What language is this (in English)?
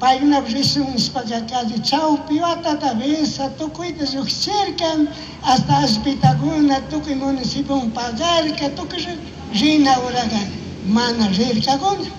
Chimborazo Highland Quichua